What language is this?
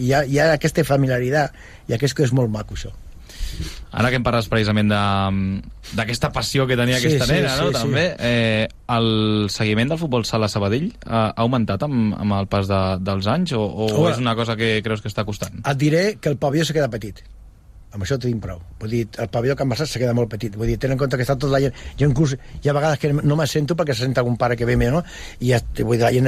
Catalan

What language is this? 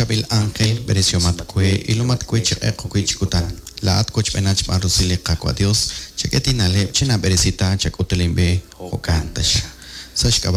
Kekchí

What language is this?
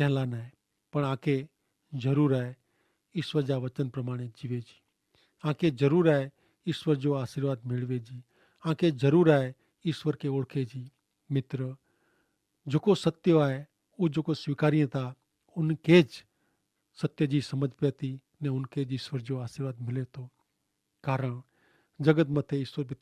Kachhi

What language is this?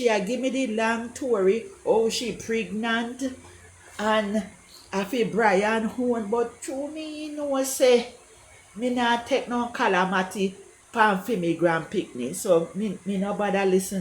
Jamaican Creole English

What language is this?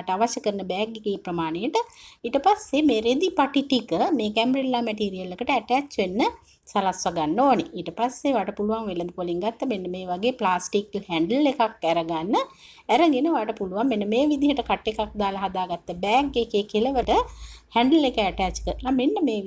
Sinhala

